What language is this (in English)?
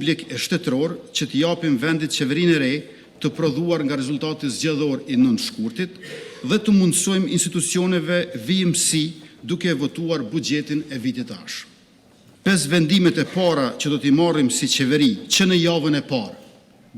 Albanian